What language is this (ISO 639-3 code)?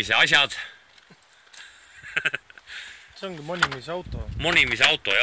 est